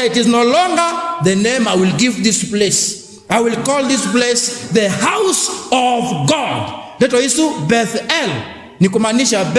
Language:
Kamba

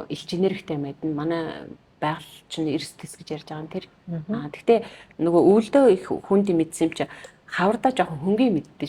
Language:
Mongolian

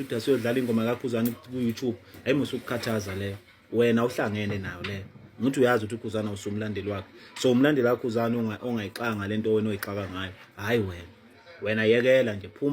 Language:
Zulu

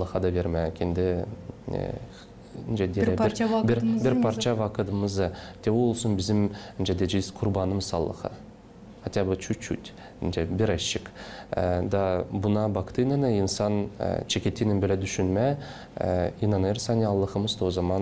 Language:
Gagauz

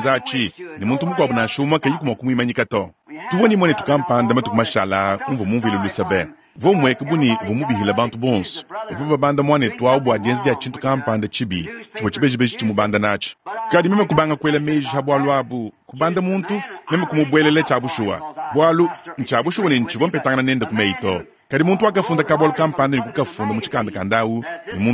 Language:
Luba-Lulua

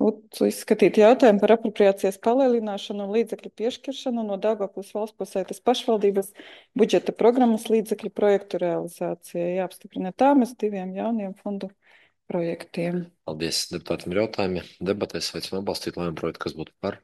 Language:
Latvian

